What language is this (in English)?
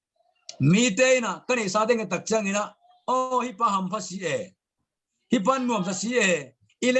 Tedim Chin